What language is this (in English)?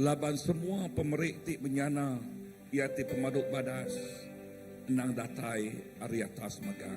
Iban